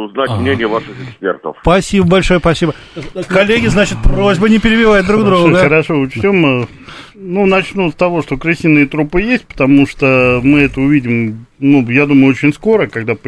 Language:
Russian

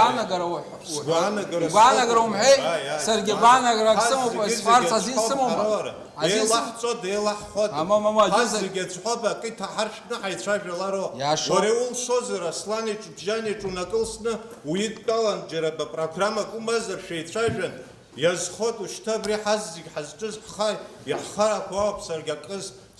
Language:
Abkhazian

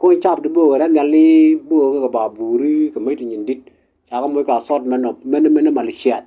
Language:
Nuer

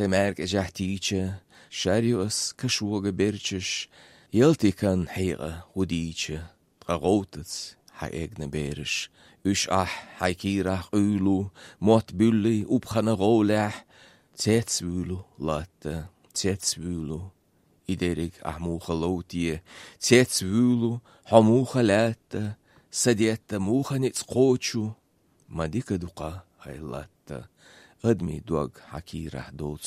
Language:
Chechen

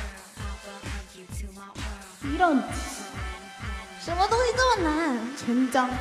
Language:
Korean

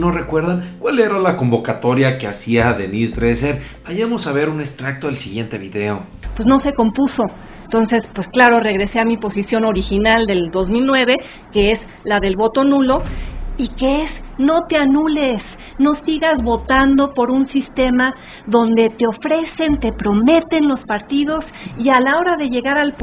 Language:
Spanish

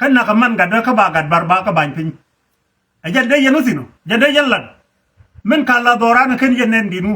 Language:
Nuer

